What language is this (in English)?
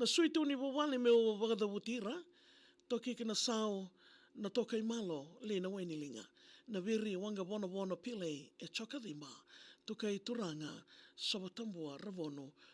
Fijian